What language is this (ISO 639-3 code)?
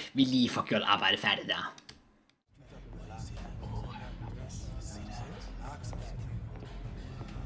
dan